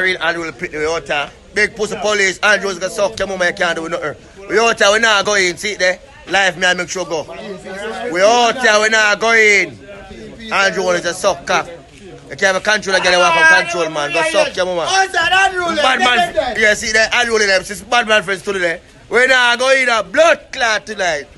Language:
Jamaican Creole English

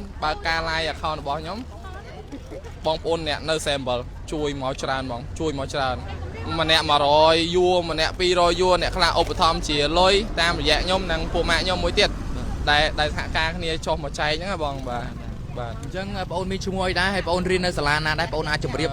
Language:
Khmer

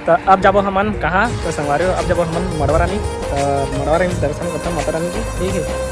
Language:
Chhattisgarhi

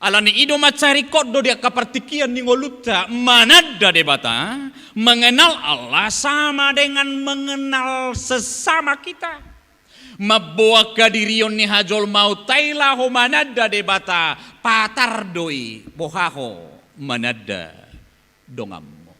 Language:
Batak Toba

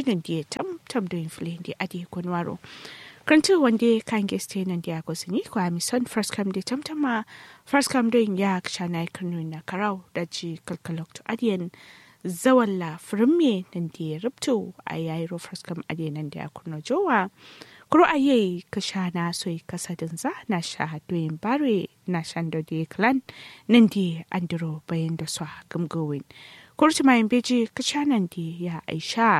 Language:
Kanuri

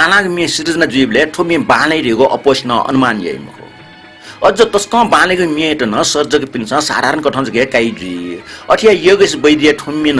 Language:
Newari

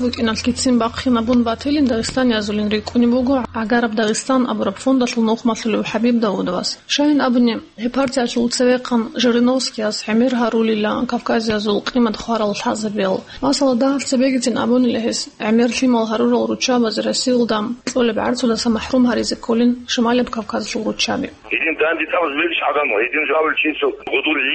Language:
Avaric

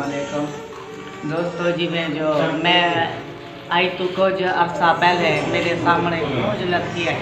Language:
Saraiki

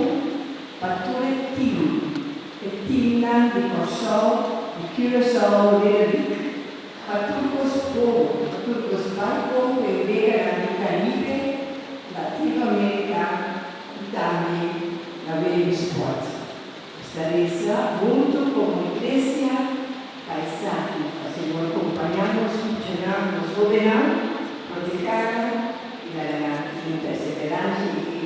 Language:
Papiamento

